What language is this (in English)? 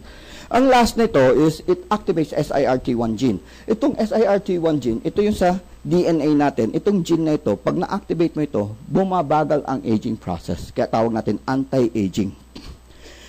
Filipino